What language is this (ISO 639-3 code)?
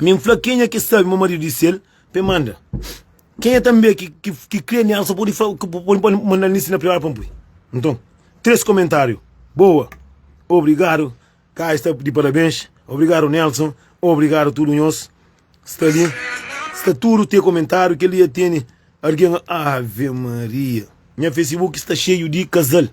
kea